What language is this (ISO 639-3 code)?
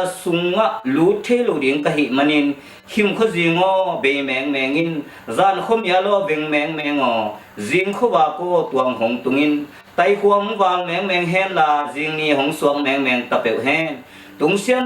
ctd